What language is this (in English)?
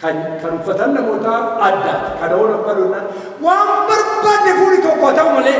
Oromo